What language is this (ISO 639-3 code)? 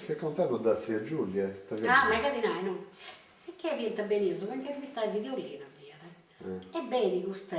srd